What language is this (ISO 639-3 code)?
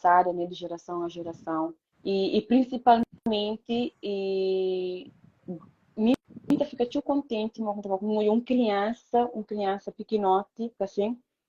kea